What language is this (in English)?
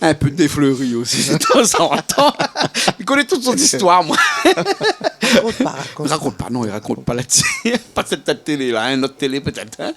Réunion Creole French